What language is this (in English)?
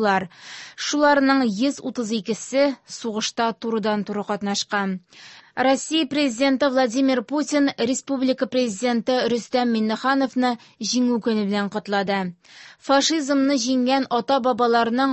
Tatar